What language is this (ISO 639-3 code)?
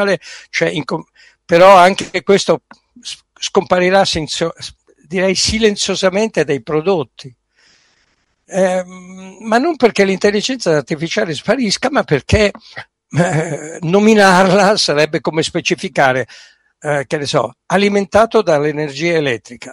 ita